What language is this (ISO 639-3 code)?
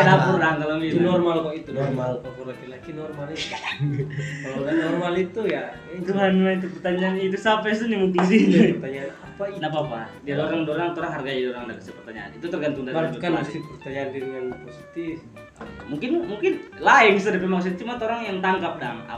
xmm